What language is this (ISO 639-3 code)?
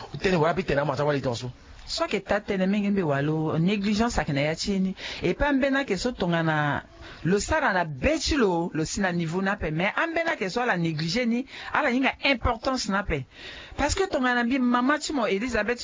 sag